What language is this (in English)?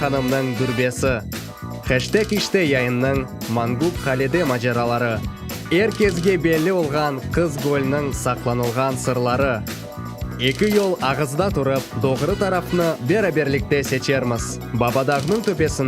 Crimean Tatar